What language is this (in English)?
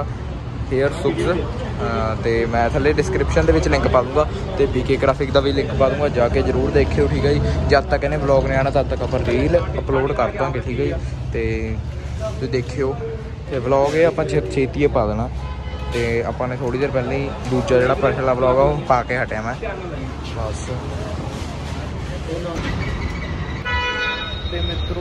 Punjabi